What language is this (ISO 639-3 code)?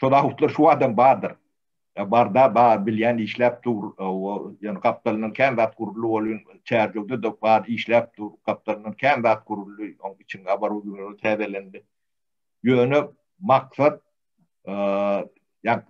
tuk